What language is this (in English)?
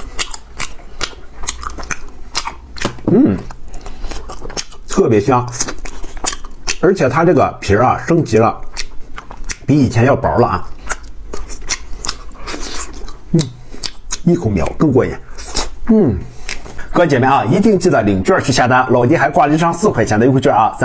Chinese